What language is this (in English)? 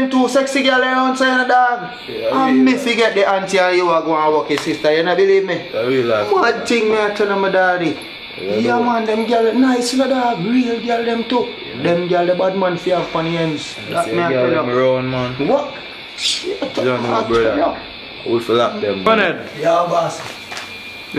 Jamaican Creole English